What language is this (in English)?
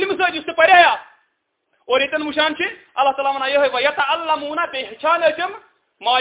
Kashmiri